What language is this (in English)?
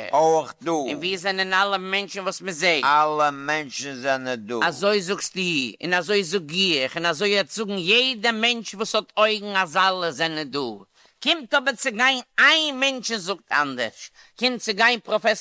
Yiddish